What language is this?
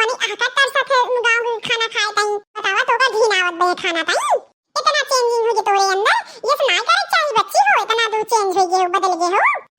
Awadhi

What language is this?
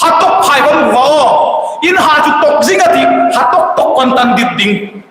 Hmar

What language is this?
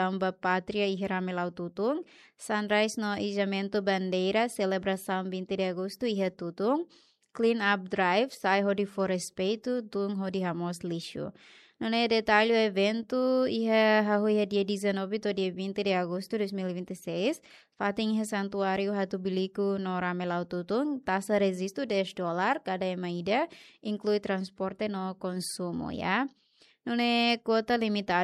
Tetum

